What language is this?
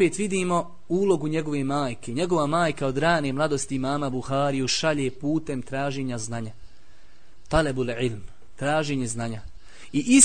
Bosnian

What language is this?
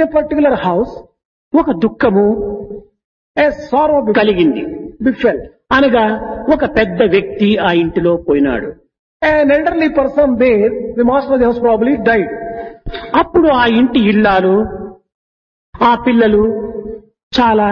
Telugu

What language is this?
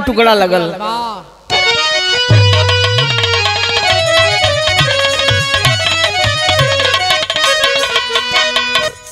Bhojpuri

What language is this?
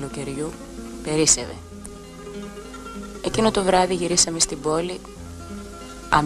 Greek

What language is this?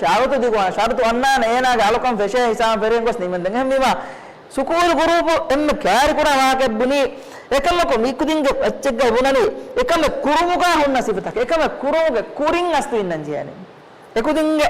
Divehi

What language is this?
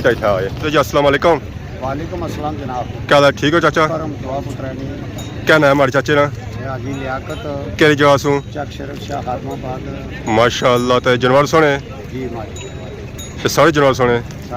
Pahari-Potwari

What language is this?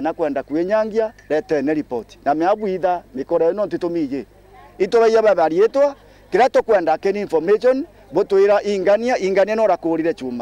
Meru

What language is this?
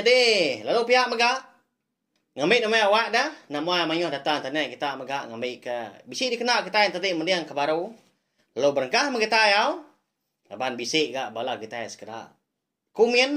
Iban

